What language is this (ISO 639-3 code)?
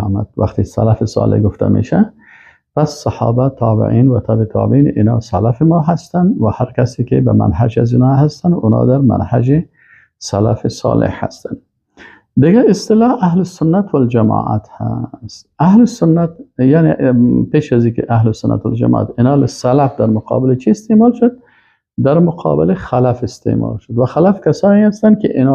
fas